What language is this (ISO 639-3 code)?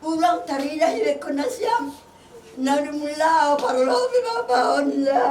bts